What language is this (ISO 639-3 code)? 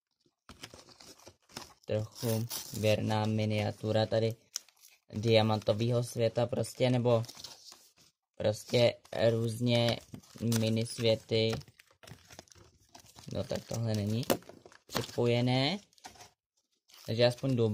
ces